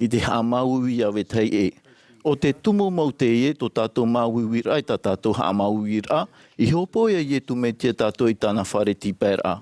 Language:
Tahitian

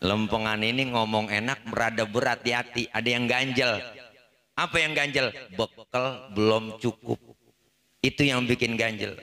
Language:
Betawi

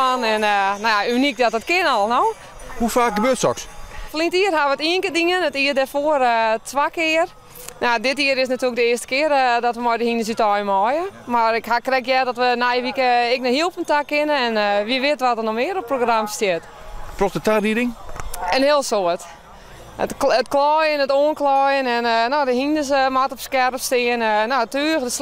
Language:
Western Frisian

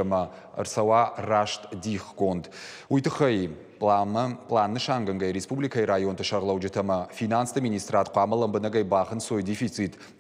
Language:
Ossetic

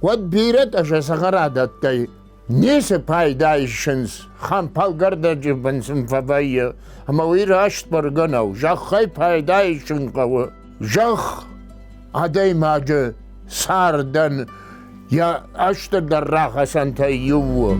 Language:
Ossetic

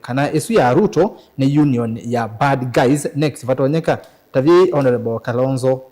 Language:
Kamba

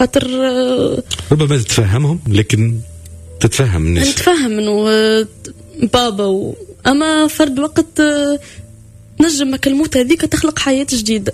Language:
Tunisian Arabic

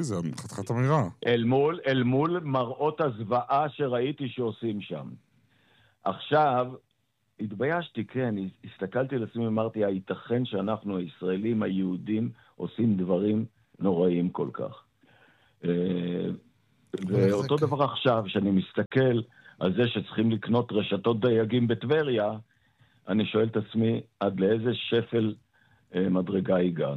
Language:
Hebrew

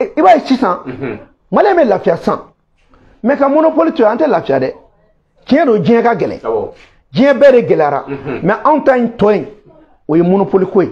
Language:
Bambara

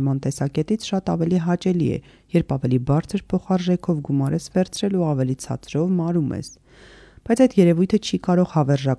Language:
Armenian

